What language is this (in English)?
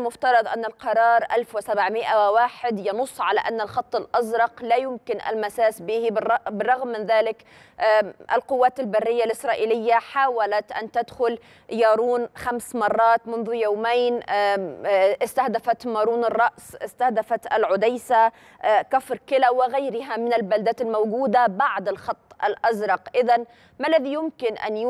Arabic